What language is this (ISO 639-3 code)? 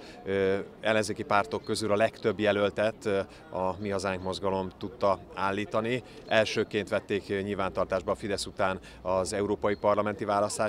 hun